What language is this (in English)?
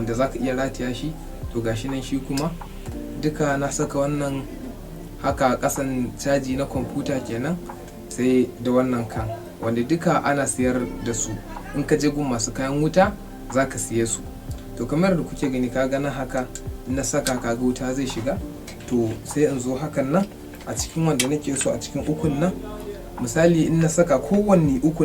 Hausa